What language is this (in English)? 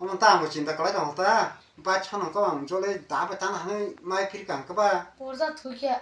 Kok Borok